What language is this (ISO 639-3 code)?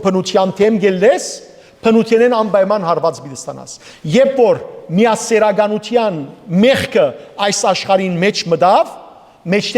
hyw